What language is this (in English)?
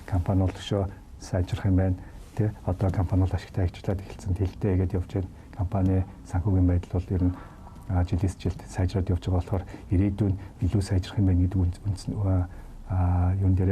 Mongolian